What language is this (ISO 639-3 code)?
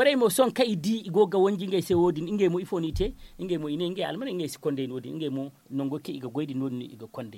dje